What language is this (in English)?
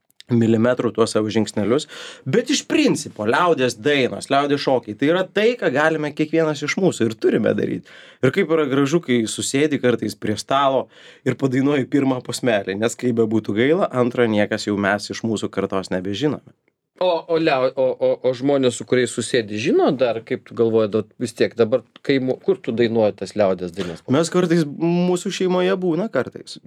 Lithuanian